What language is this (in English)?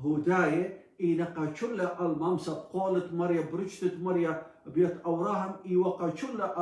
Assyrian Neo-Aramaic